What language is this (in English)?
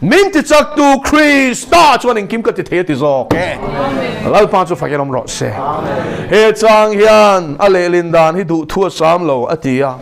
Mizo